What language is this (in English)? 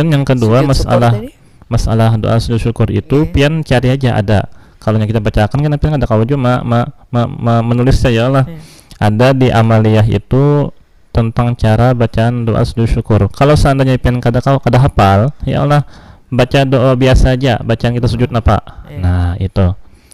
Banjar